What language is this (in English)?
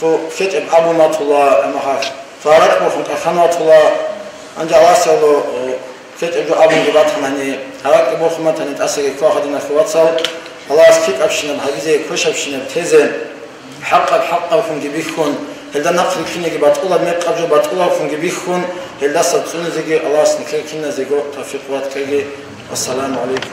Avaric